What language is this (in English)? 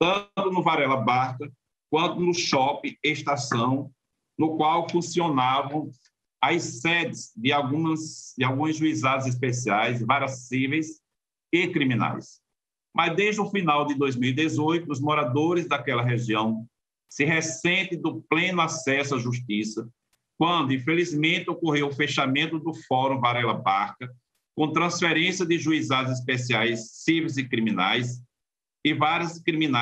Portuguese